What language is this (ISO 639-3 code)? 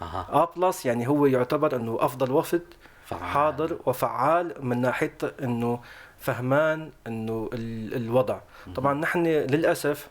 apc